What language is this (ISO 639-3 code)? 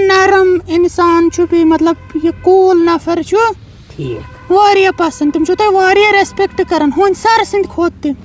kas